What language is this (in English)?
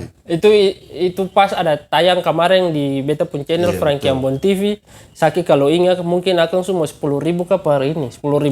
Ambonese Malay